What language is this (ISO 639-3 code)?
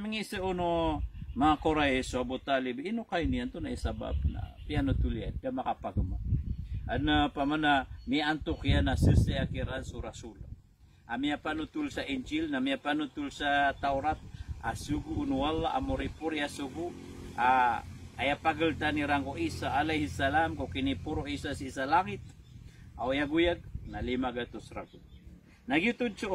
mrw